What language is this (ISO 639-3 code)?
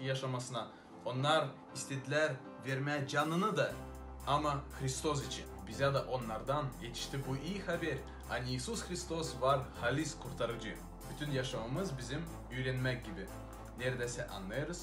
gag